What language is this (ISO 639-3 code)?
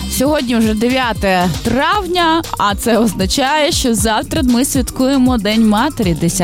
ukr